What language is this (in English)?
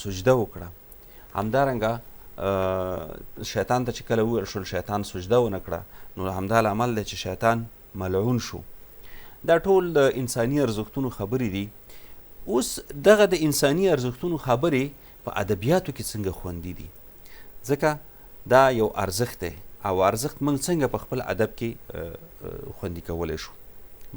Pashto